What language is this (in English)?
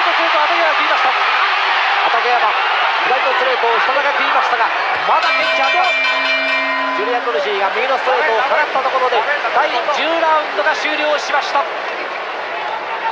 Japanese